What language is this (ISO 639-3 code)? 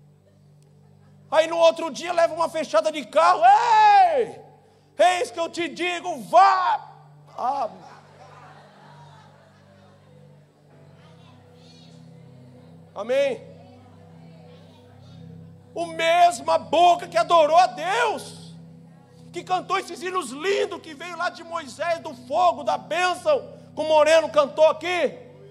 por